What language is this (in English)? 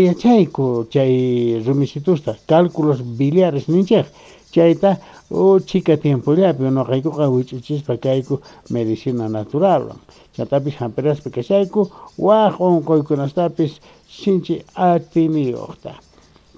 South Bolivian Quechua